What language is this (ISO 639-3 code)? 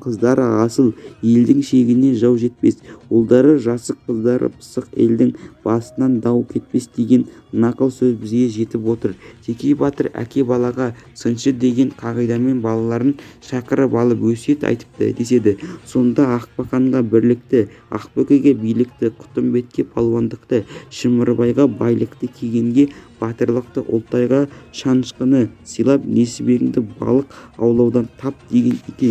kaz